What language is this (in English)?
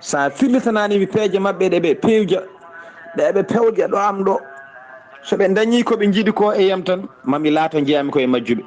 Fula